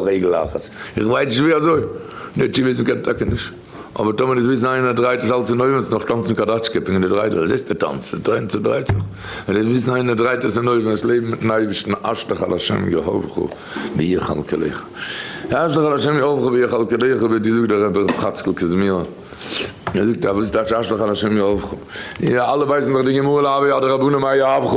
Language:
Yiddish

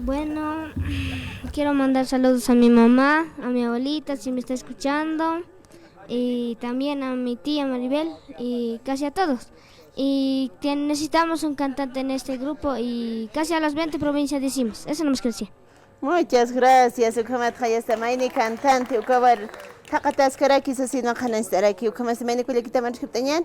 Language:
Aymara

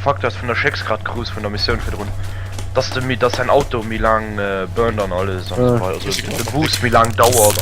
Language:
Luxembourgish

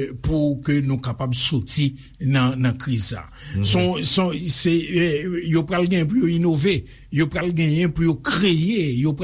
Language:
Haitian Creole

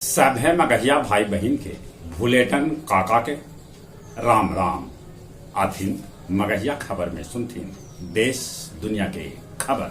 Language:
Magahi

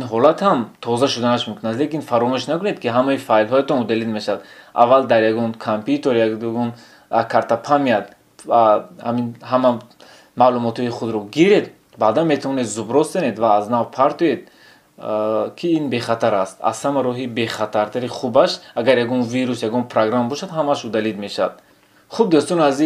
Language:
Tajik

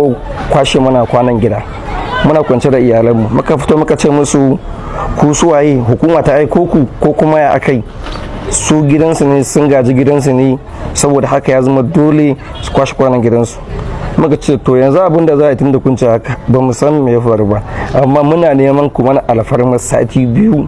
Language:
Hausa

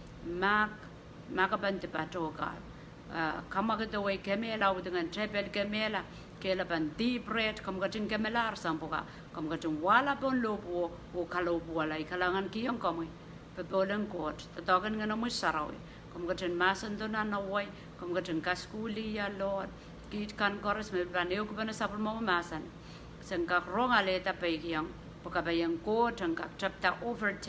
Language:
Pohnpeian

